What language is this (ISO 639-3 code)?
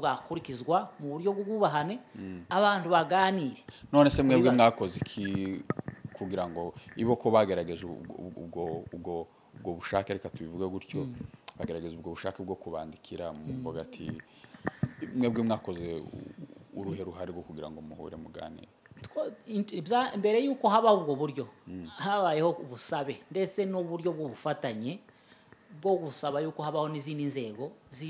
kin